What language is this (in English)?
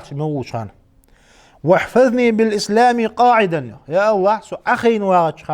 Ingush